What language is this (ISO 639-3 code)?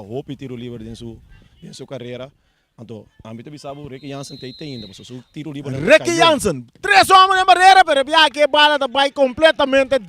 pap